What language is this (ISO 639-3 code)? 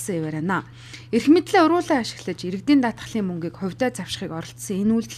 mon